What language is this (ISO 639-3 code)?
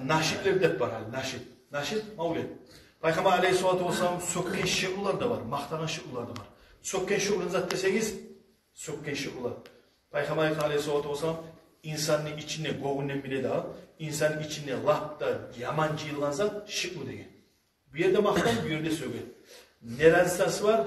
kum